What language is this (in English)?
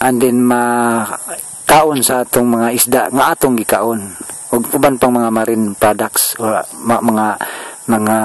Cebuano